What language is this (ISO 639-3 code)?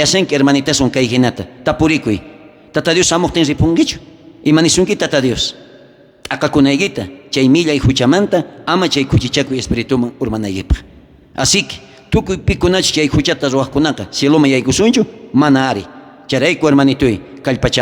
quh